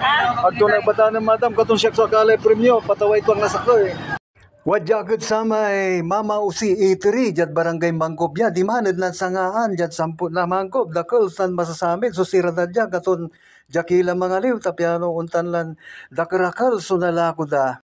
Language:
Pangasinan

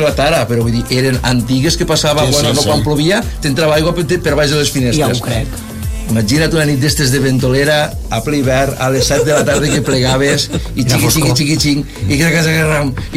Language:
Catalan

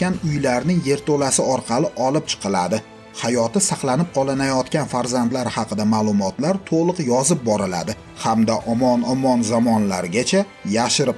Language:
Uzbek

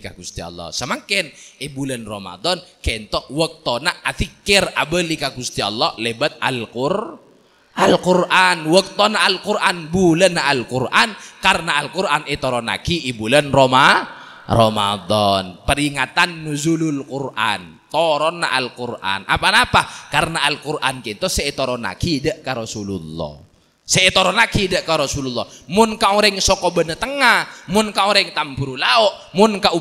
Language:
Madurese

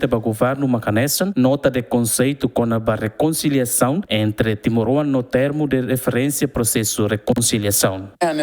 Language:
Tetum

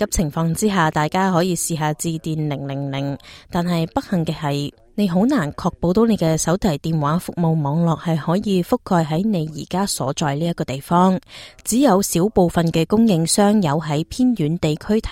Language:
Cantonese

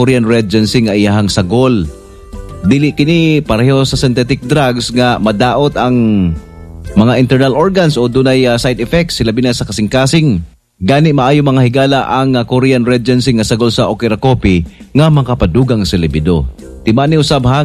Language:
Cebuano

